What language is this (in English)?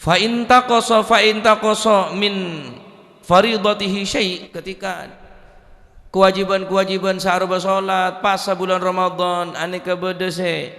Madurese